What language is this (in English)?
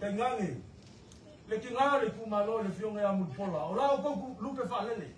Samoan